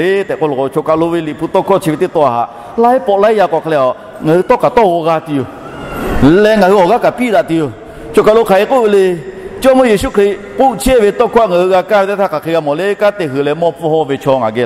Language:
Lahu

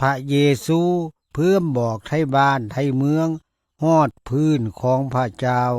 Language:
Lao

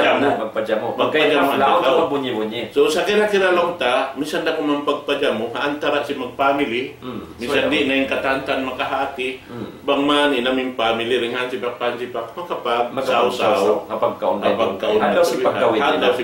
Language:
Tausug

